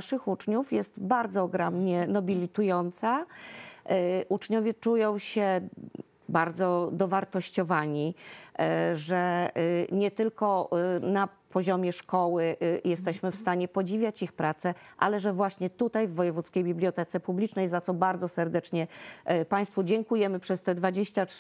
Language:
Polish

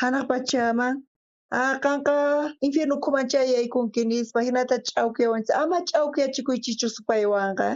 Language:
South Bolivian Quechua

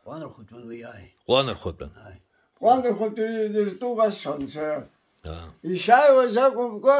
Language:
Abkhazian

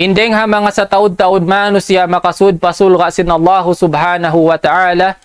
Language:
Tausug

